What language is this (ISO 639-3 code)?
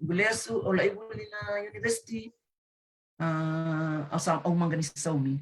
fij